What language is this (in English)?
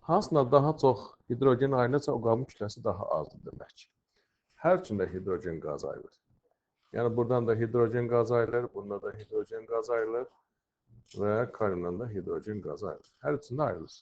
Azerbaijani